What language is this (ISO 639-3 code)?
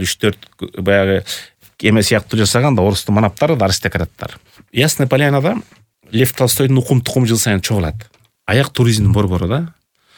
kir